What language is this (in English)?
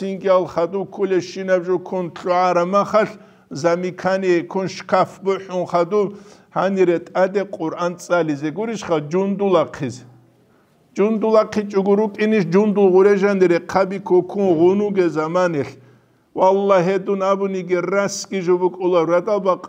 Avaric